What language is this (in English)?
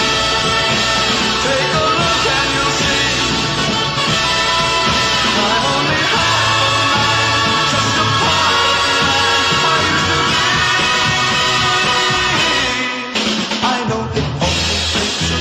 English